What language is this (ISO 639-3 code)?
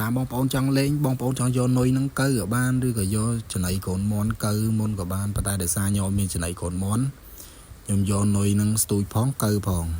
khm